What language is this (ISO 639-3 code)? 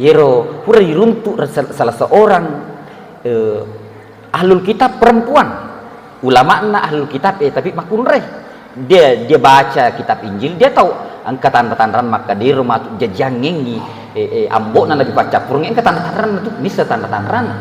bug